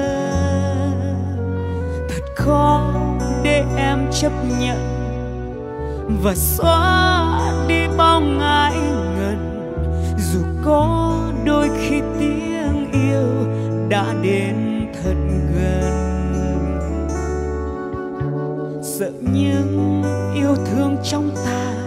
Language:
Vietnamese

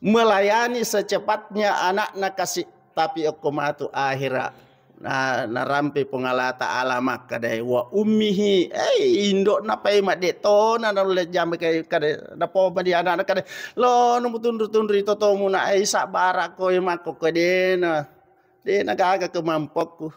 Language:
Buginese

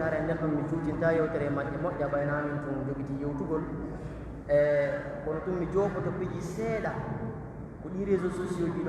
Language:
Pular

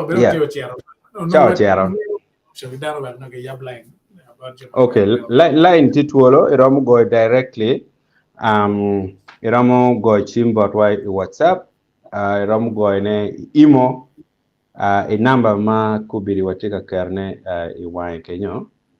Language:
Acoli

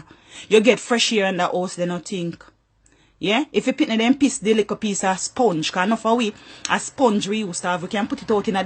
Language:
Jamaican Creole English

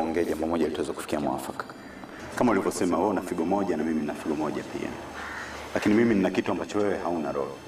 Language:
Swahili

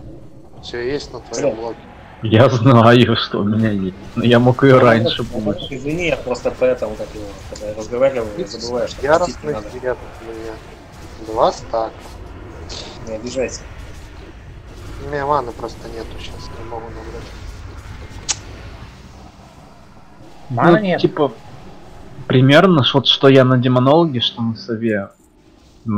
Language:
Russian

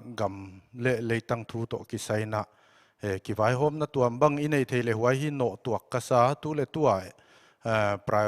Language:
Paite Chin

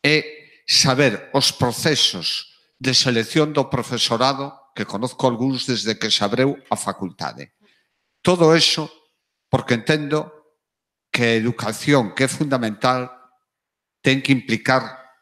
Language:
Galician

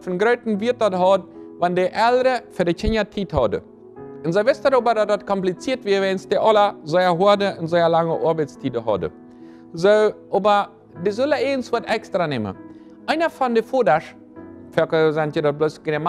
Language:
Plautdietsch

